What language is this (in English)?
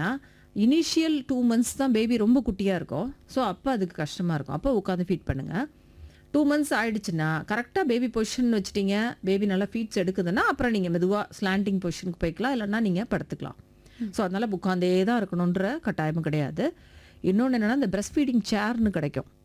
Tamil